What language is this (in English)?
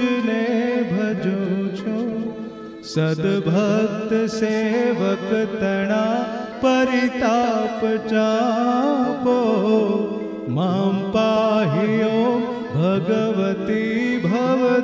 Gujarati